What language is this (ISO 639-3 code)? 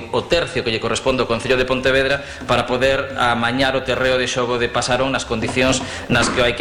glg